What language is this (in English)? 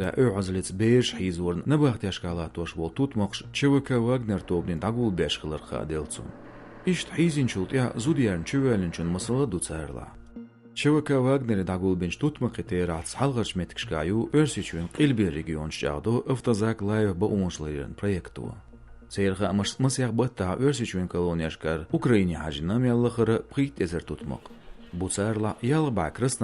Chechen